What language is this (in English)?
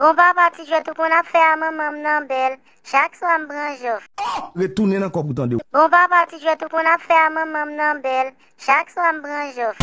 Haitian Creole